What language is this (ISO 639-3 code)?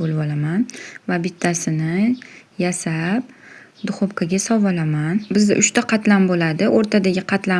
uzb